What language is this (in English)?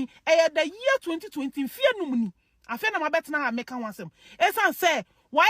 Akan